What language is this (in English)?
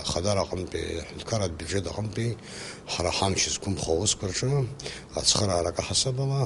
Abkhazian